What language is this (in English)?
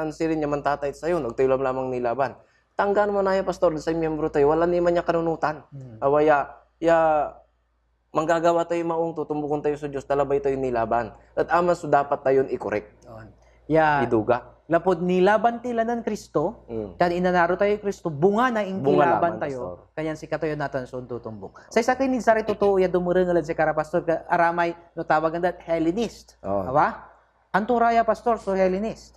Pangasinan